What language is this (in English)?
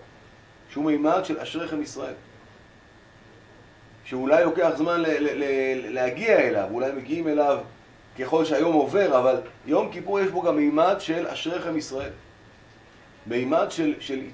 Hebrew